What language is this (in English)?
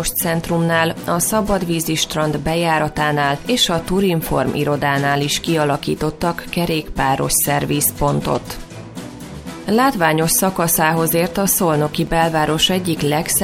Hungarian